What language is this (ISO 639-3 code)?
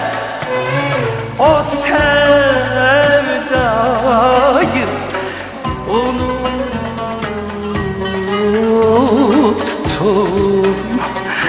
tur